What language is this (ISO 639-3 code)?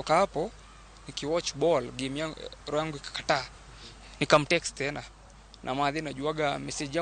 luo